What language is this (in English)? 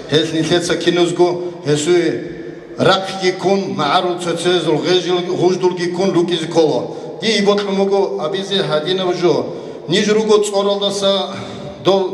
Avaric